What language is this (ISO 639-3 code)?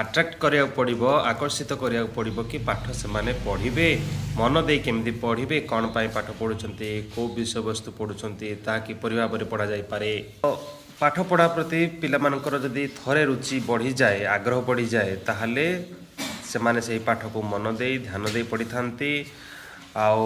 ori